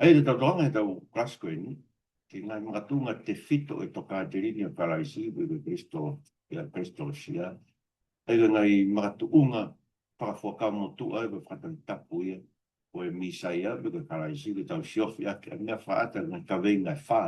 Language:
Tongan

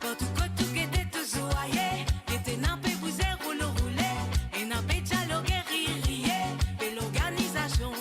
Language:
Morisyen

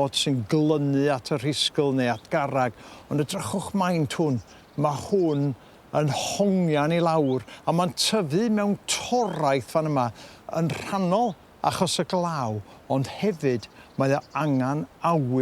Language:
Welsh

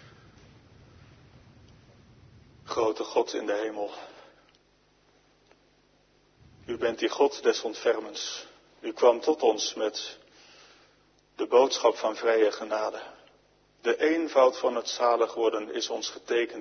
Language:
Dutch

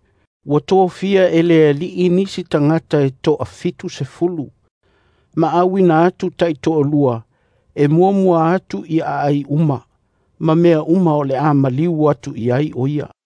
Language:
Samoan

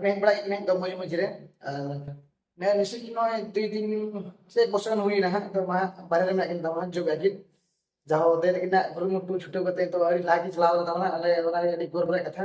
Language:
Santali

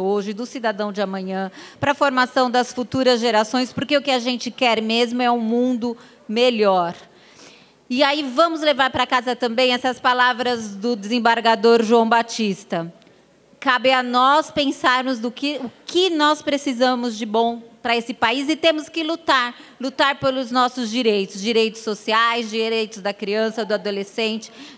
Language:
Portuguese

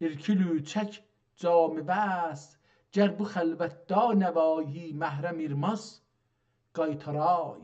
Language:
South Azerbaijani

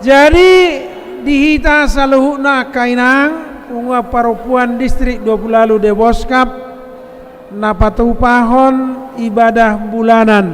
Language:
Batak Toba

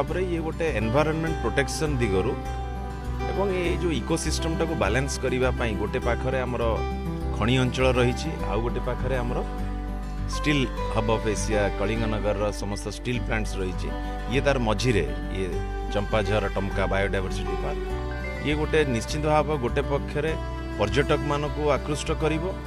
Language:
Odia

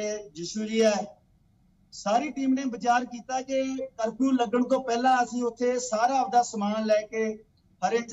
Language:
Punjabi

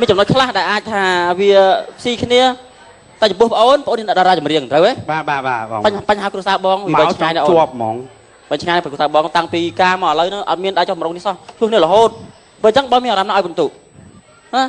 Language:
Khmer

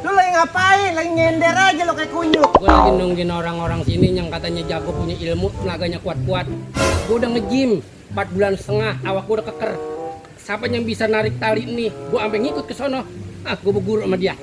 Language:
Betawi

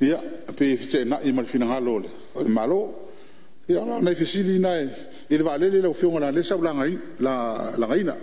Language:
Samoan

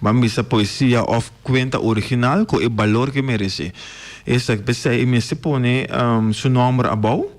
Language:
Papiamento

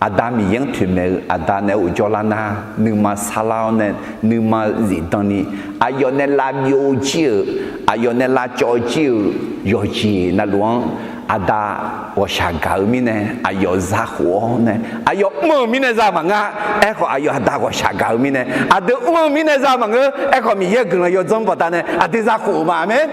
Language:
Akha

